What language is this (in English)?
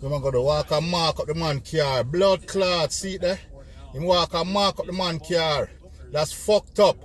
Jamaican Creole English